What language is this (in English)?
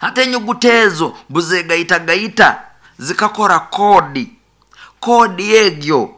Nyoro